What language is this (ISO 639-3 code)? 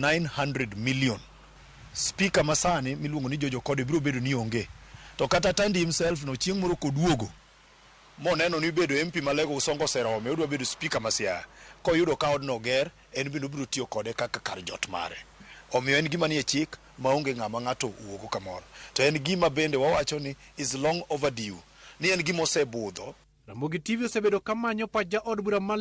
luo